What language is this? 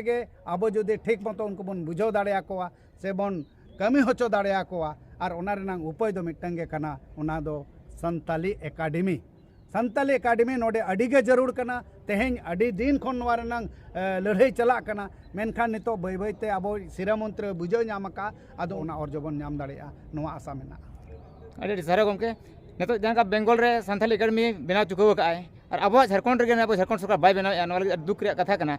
Santali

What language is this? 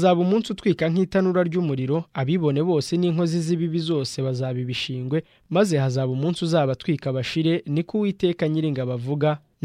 Kinyarwanda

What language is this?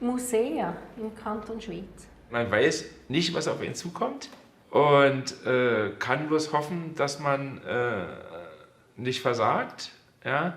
Romansh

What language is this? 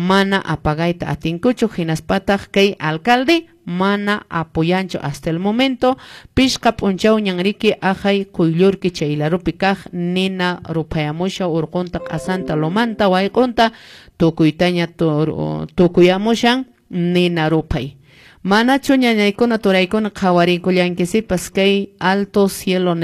Quechua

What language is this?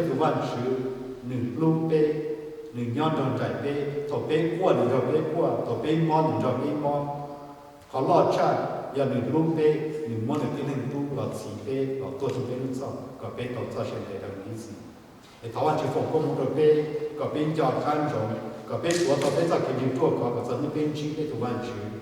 Hmong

